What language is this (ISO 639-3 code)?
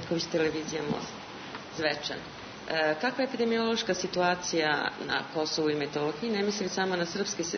srp